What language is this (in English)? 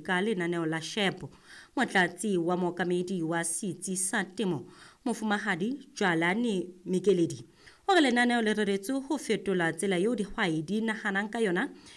Southern Sotho